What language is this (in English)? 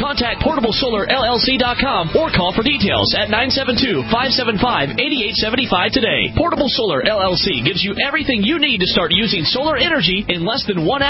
English